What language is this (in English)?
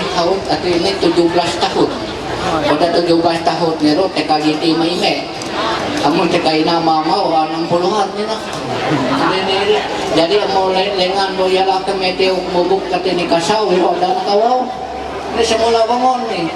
Ma'anyan